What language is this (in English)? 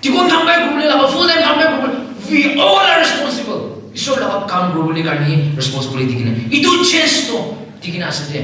Naga Pidgin